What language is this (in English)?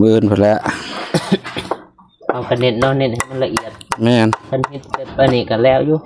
Lao